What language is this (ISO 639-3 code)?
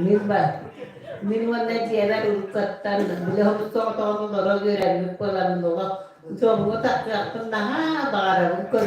sah